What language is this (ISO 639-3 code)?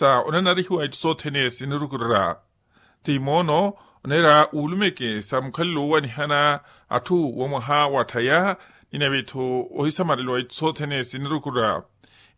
vmw